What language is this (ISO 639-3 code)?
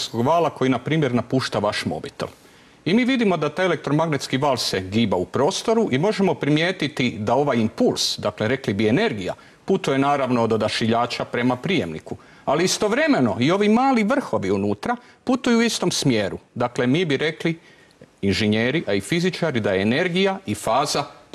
hrv